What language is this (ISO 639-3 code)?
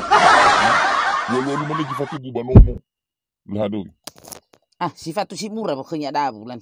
nia